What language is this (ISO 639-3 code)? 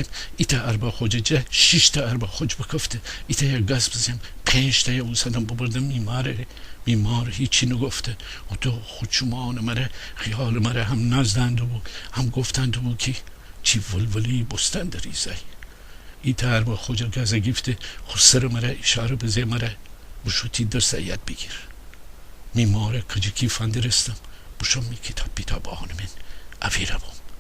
glk